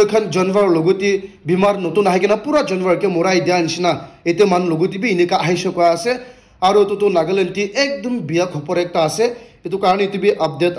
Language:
Naga Pidgin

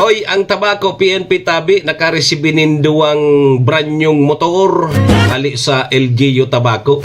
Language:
Bikol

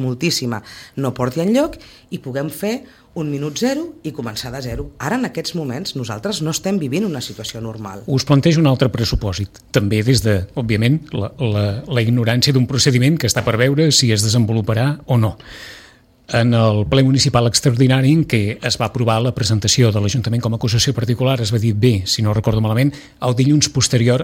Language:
Catalan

